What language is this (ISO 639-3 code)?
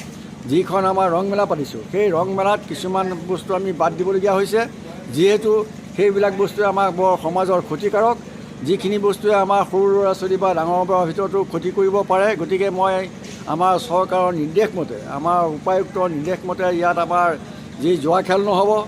asm